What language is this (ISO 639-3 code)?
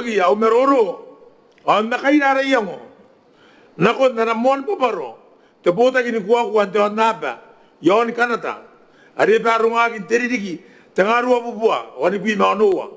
gil